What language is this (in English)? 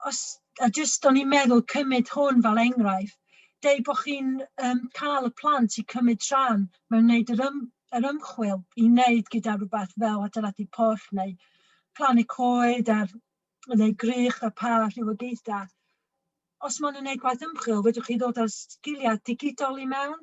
Welsh